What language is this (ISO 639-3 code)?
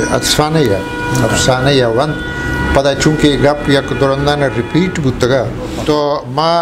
bgp